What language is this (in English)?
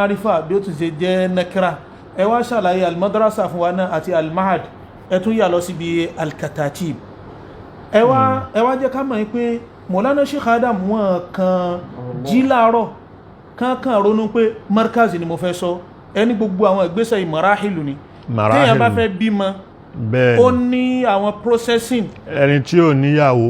Yoruba